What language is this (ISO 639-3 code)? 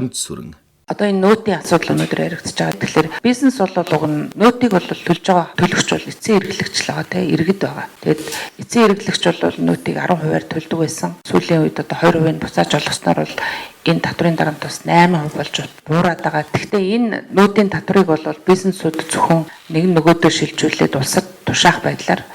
mon